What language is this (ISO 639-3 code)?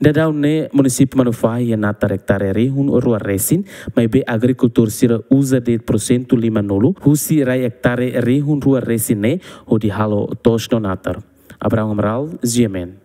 tet